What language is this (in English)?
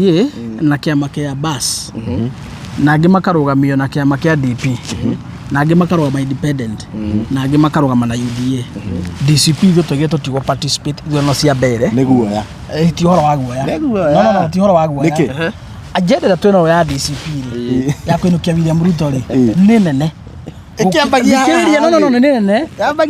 Kikuyu